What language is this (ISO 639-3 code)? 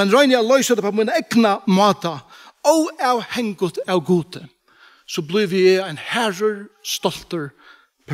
fao